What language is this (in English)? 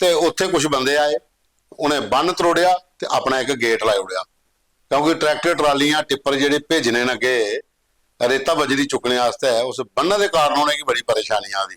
Dogri